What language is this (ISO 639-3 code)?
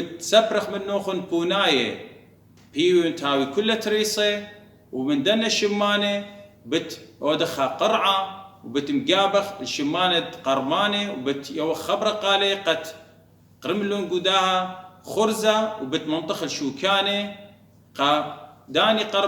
aii